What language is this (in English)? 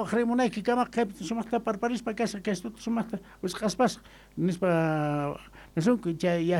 Quechua